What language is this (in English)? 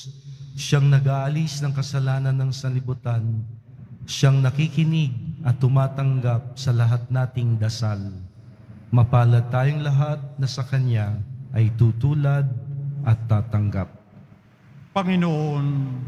Filipino